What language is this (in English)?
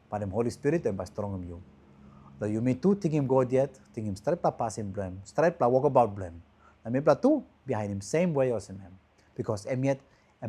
Tok Pisin